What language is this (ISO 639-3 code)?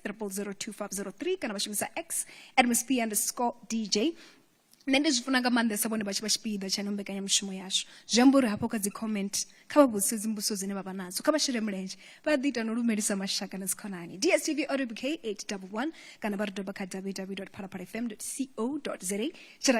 ven